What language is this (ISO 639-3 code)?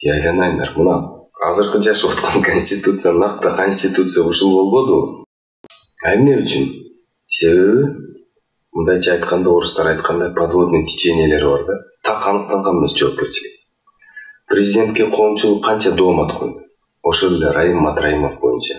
kir